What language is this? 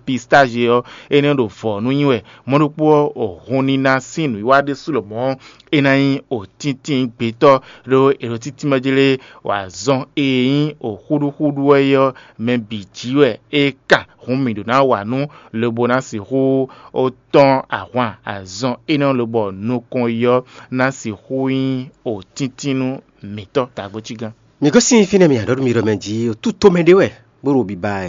Fon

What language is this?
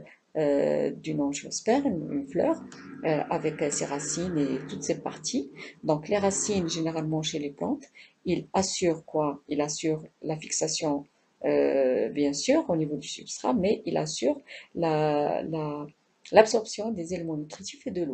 French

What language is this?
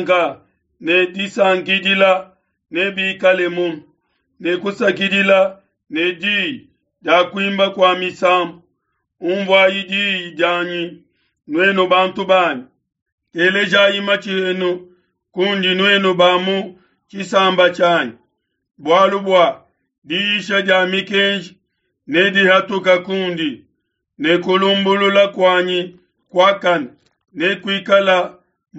Luba-Lulua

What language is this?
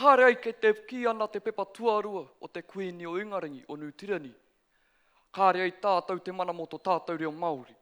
Māori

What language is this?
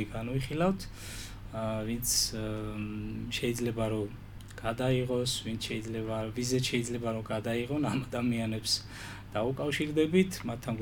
Georgian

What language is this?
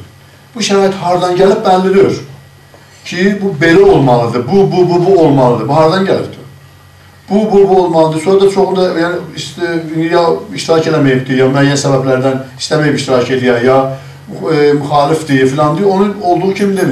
South Azerbaijani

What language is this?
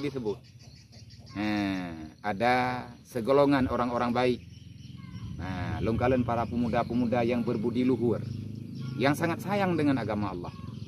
Achinese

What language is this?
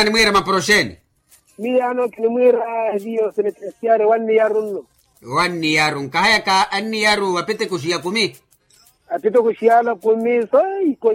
Makhuwa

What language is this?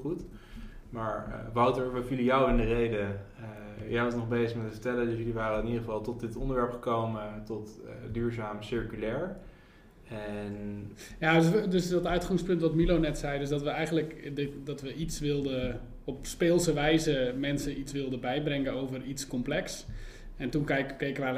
Dutch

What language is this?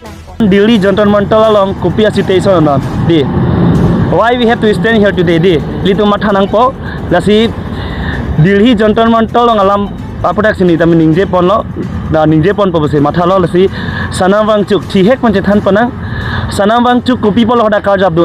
Karbi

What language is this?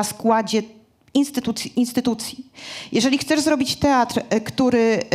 Polish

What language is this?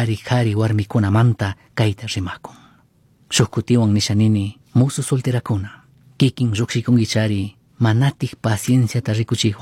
Chimborazo Highland Quichua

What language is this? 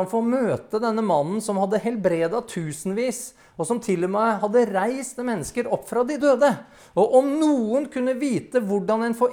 Norwegian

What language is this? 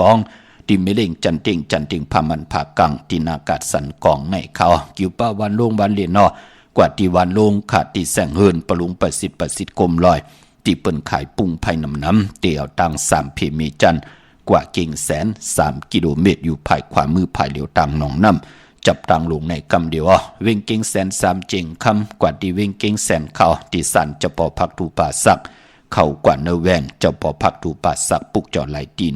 Shan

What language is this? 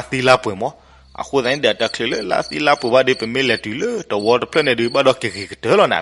S'gaw Karen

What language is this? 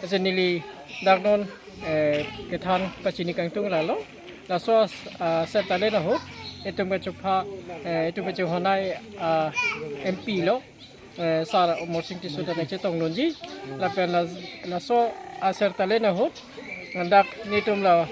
Karbi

